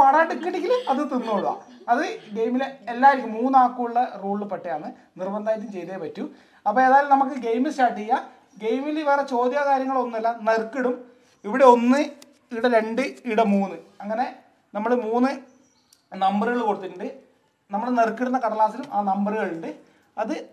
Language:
Malayalam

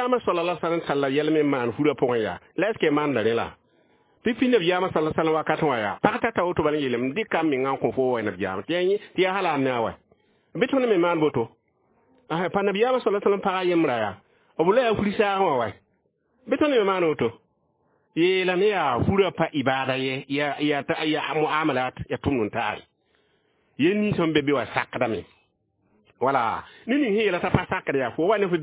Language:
Mossi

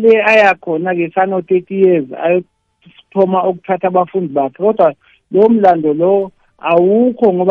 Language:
South Ndebele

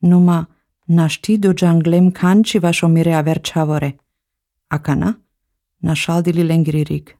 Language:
Slovenian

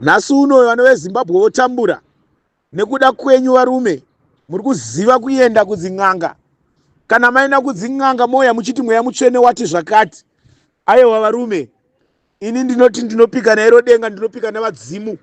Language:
Shona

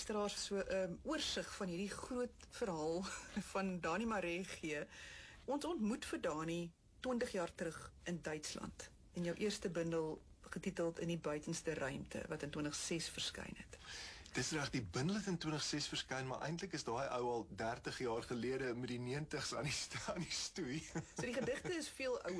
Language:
Afrikaans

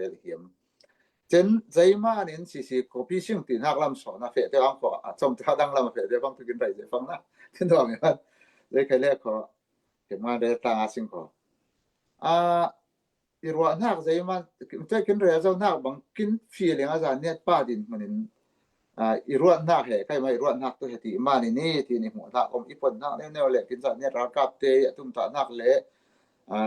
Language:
Falam Chin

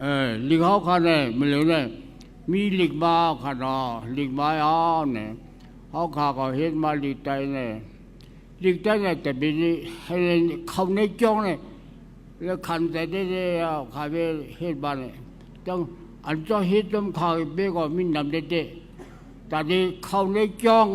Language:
Shan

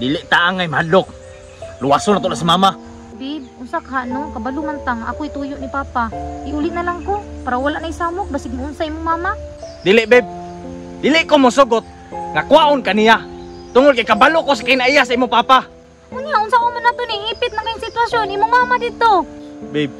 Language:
Cebuano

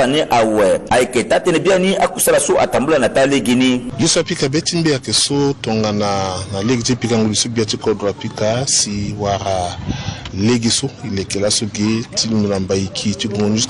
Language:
Sango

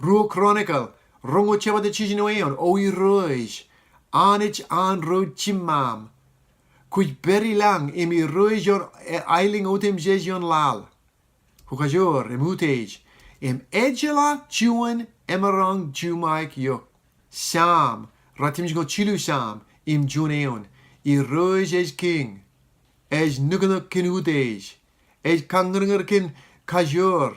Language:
Marshallese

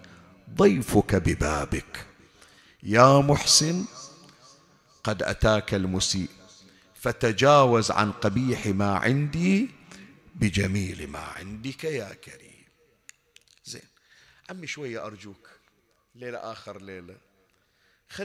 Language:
Arabic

